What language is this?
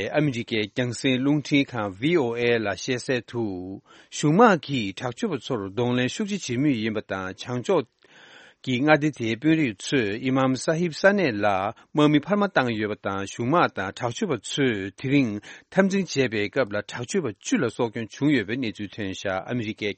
Tibetan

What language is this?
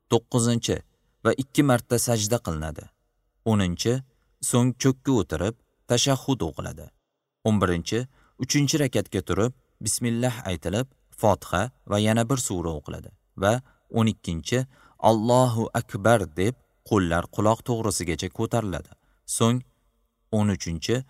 Uzbek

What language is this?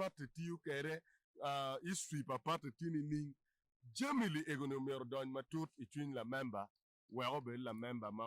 Acoli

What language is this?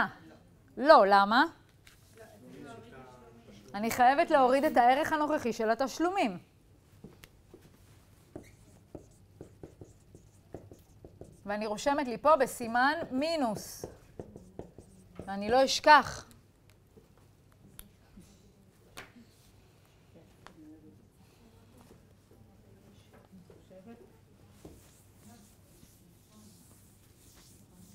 Hebrew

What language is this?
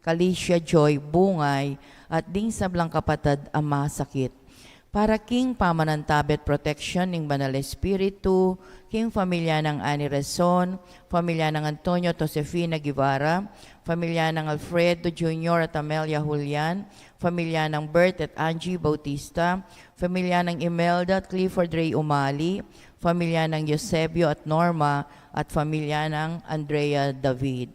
Pampanga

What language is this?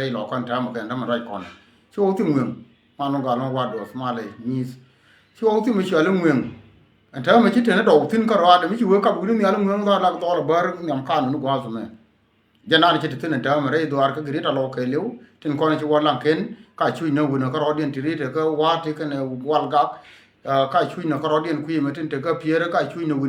Nuer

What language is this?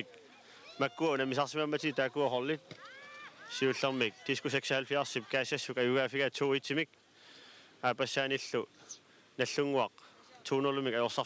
Kalaallisut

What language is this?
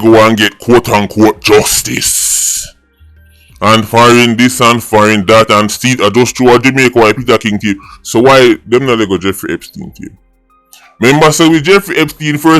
Jamaican Creole English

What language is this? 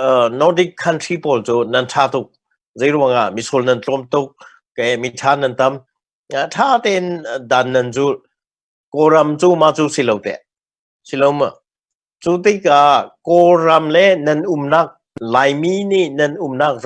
Hakha Chin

